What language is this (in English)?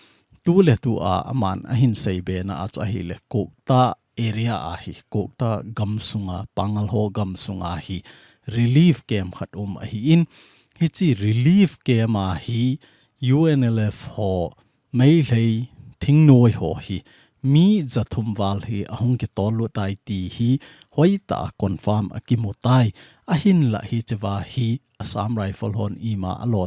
Thado Chin